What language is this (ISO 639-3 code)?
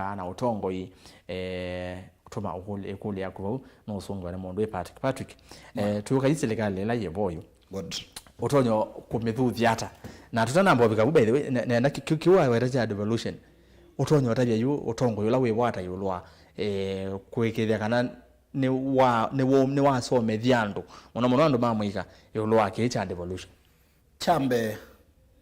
kam